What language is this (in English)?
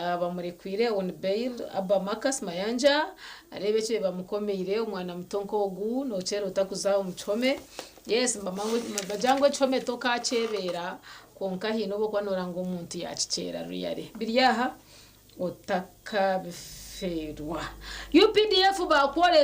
Nyankole